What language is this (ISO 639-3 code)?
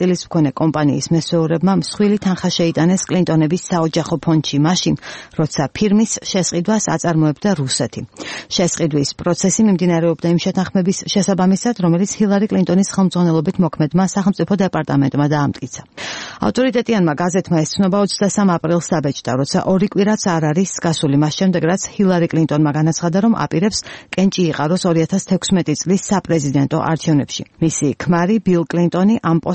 kat